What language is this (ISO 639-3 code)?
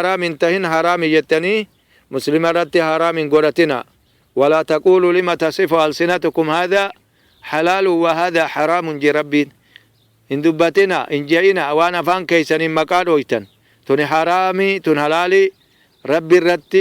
orm